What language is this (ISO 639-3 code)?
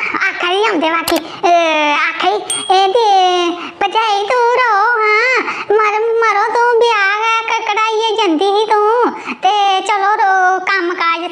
doi